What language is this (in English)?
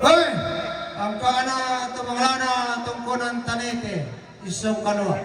Toraja-Sa'dan